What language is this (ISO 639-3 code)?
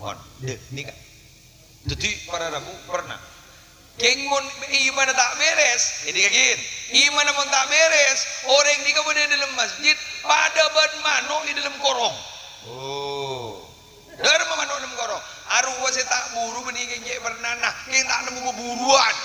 mad